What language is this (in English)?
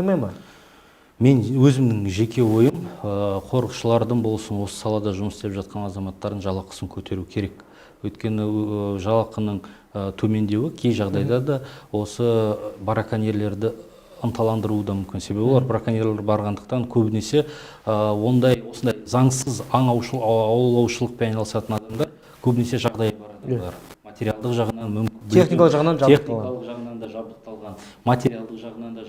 Kazakh